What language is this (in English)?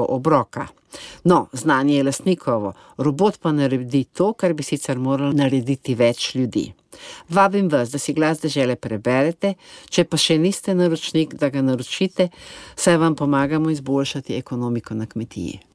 Slovenian